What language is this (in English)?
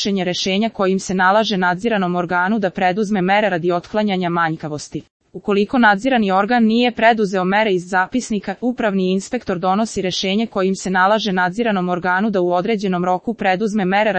Serbian